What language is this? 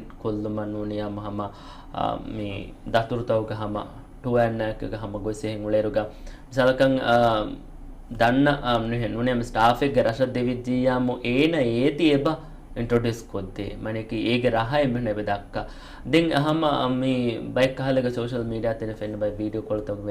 Divehi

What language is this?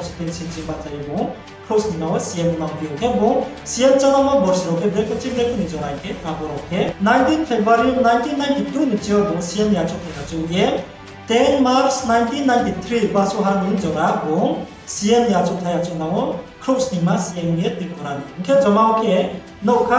Riang (India)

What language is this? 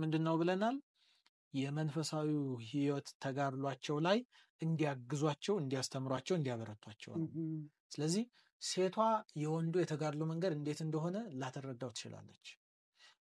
Amharic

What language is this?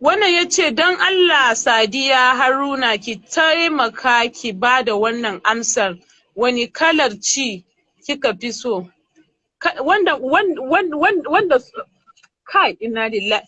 Hausa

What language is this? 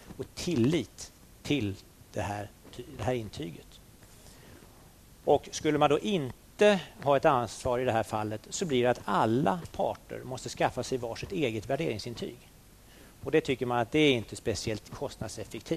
Swedish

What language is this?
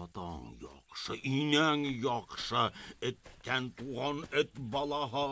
Bashkir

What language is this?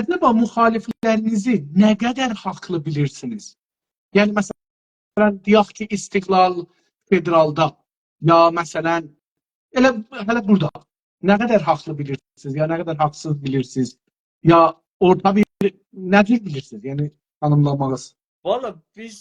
South Azerbaijani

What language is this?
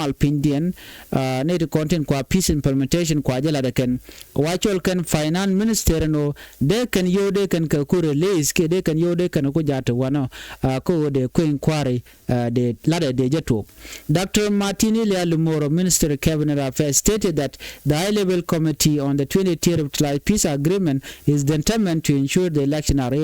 Nuer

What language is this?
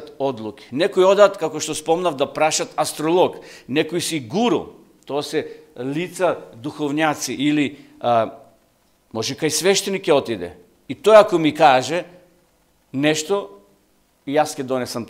Macedonian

